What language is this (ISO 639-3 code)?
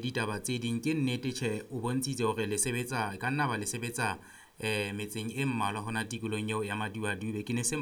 sot